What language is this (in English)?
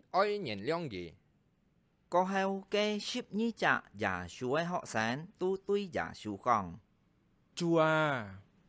Hakka Chinese